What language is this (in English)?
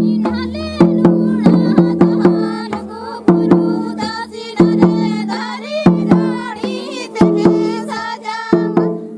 Santali